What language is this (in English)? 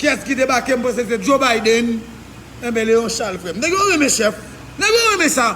Haitian Creole